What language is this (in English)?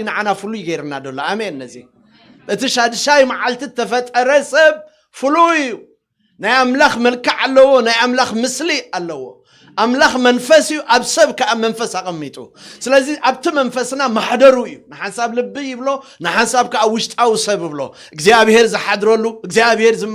Tigrinya